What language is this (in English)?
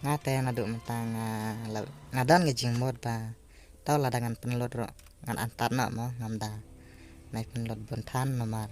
Khasi